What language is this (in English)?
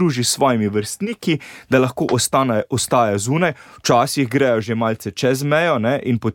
Slovenian